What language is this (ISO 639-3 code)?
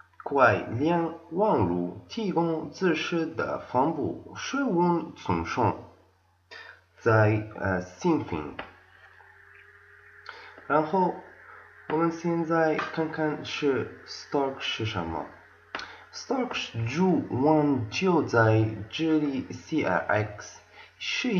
zho